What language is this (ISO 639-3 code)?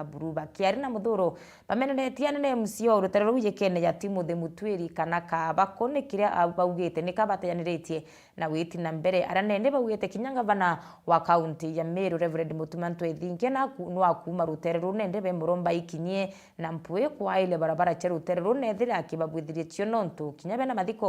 mer